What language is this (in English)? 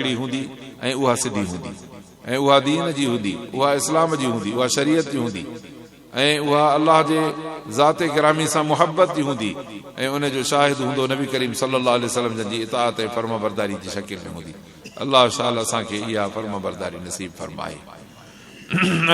Sindhi